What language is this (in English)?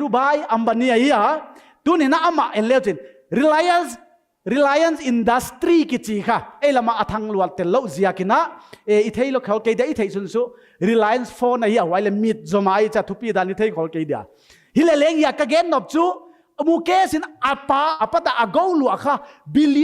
Paite Chin